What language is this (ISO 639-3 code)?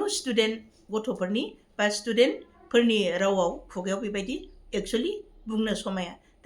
brx